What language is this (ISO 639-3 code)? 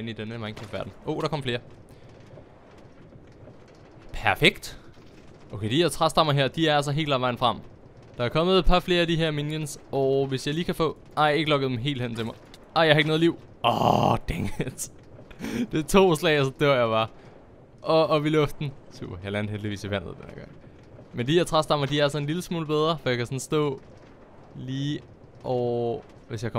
dan